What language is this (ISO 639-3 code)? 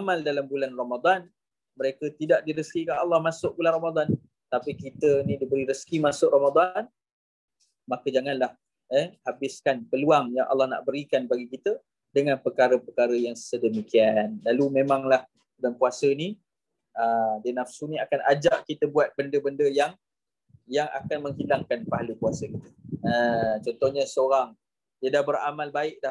msa